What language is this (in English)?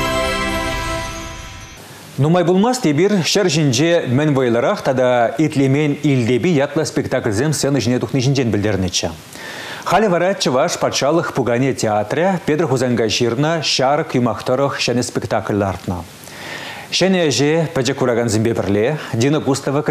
Chuvash